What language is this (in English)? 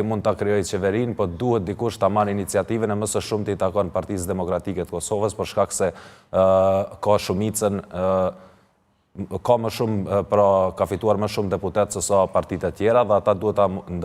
Albanian